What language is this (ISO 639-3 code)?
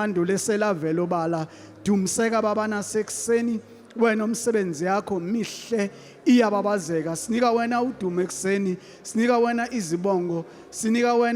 zul